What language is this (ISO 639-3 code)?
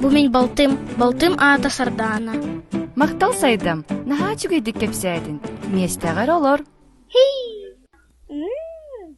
sah